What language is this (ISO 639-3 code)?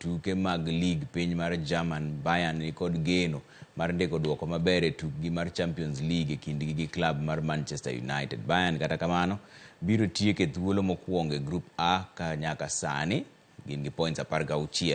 luo